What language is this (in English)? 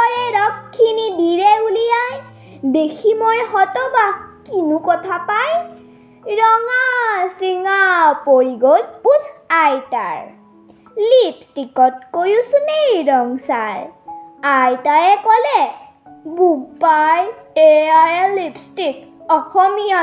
Assamese